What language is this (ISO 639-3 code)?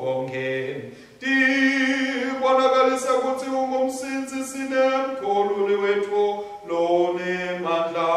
ssw